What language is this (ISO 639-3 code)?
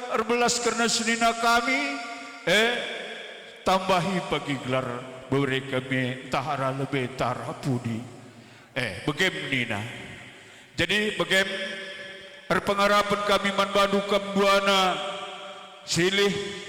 btx